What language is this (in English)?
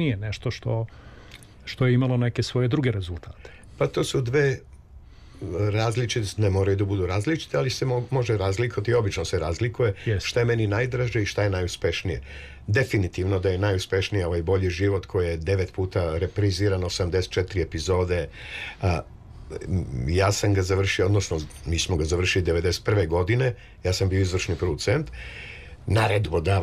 Serbian